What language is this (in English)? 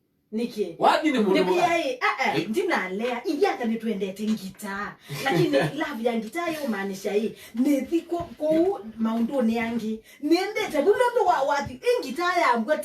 Kamba